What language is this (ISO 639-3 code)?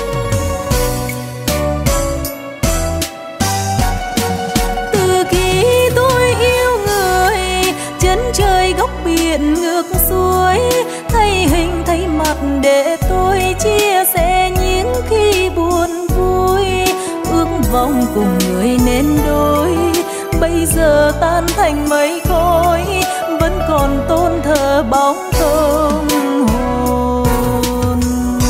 vie